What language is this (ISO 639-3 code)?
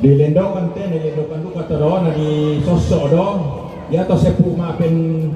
sda